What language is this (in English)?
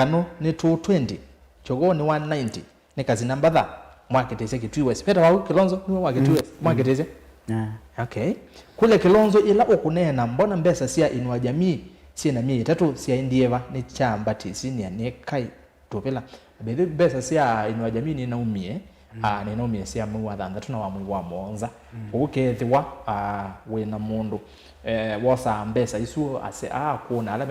Kamba